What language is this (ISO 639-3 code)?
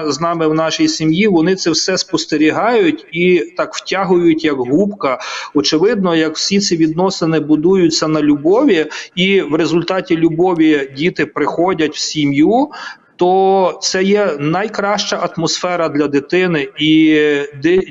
ukr